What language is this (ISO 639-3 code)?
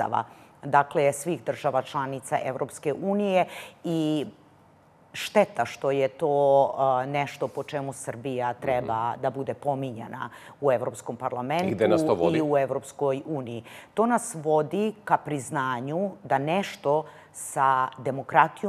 srp